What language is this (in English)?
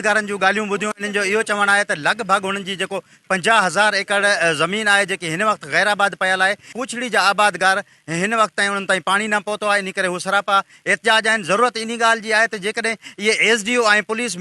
Sindhi